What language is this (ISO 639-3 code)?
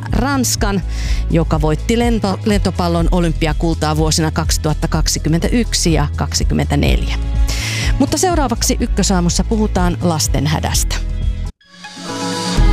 fin